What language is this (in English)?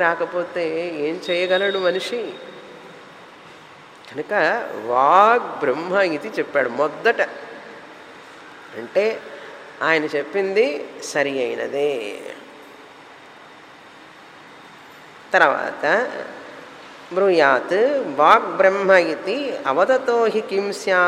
Telugu